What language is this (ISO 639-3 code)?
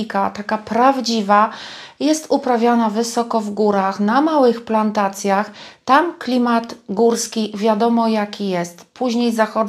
pol